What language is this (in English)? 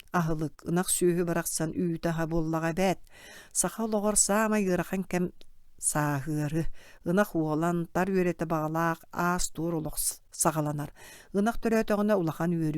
Yakut